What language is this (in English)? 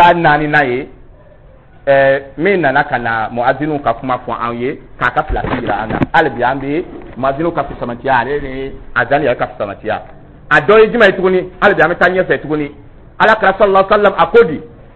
Dyula